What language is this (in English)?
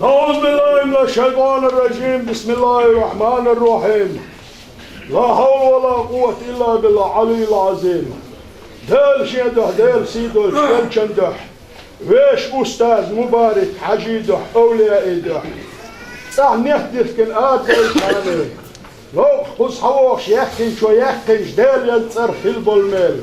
Chechen